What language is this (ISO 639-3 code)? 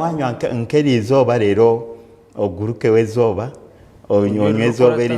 nyn